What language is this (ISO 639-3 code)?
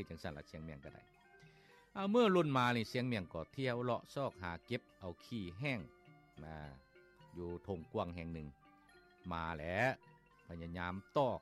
lao